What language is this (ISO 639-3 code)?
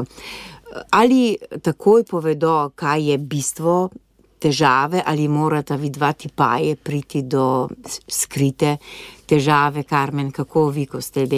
slv